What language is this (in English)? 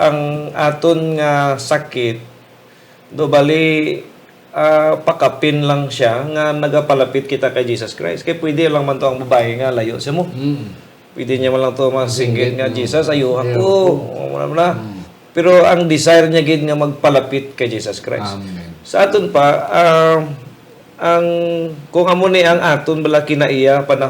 Hiligaynon